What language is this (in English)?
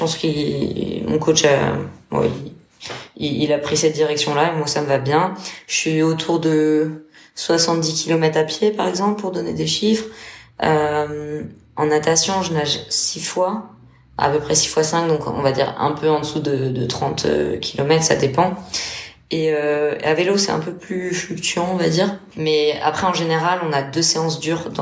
French